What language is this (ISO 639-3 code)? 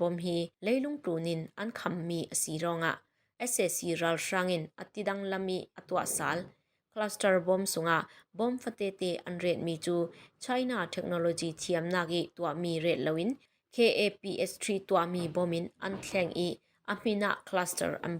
cfm